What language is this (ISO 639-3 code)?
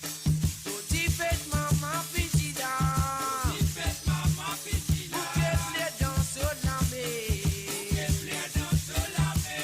mfe